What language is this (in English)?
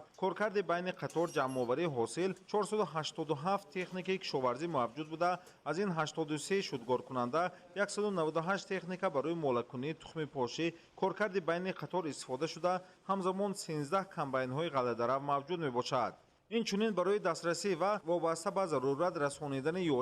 Tajik